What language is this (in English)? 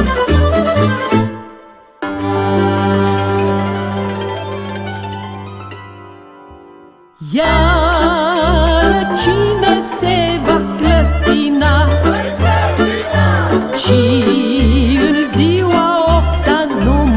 Romanian